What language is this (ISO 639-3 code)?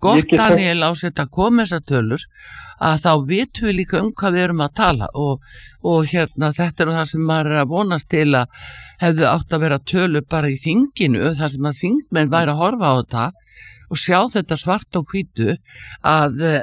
isl